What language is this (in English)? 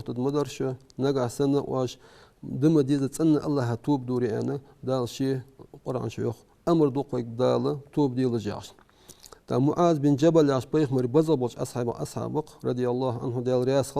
Ingush